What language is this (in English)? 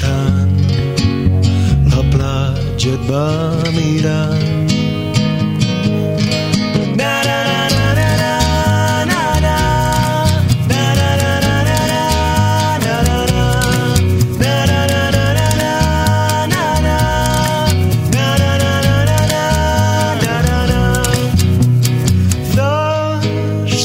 Catalan